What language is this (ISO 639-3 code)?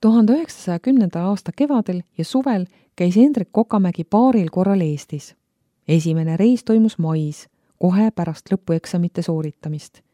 est